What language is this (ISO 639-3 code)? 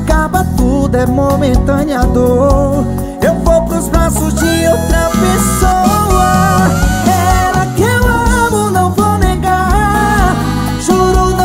por